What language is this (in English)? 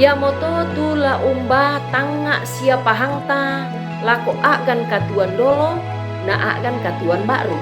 Toraja-Sa'dan